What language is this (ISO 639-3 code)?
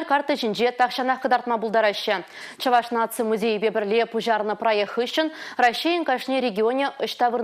chv